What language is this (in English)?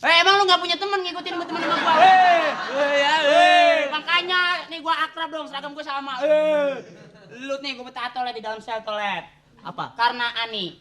Betawi